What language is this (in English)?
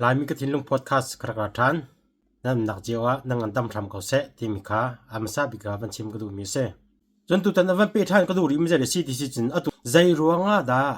Hakha Chin